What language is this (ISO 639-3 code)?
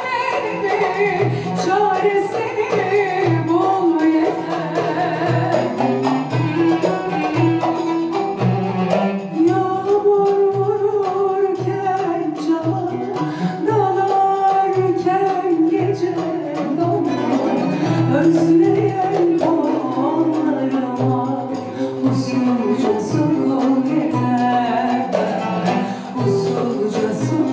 tur